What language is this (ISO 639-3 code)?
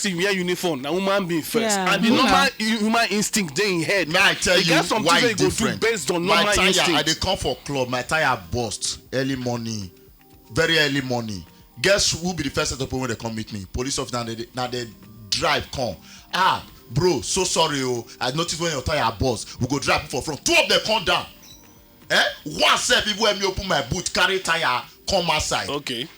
pcm